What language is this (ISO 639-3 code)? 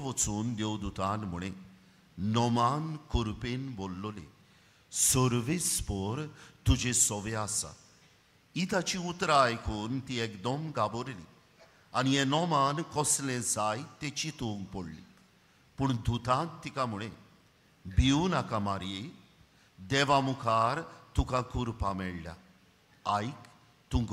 kok